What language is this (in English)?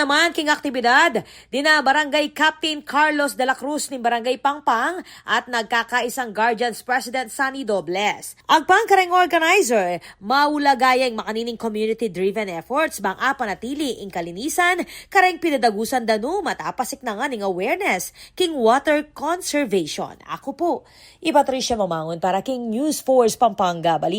Pampanga